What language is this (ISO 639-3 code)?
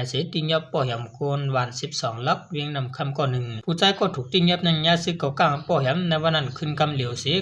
shn